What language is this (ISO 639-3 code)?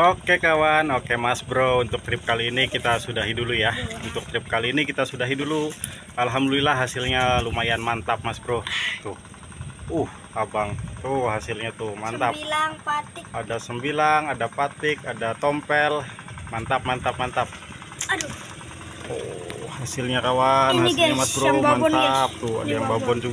ind